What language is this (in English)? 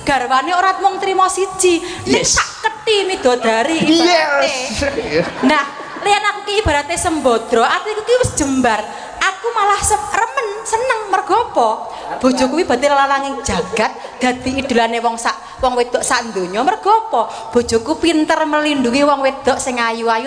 Javanese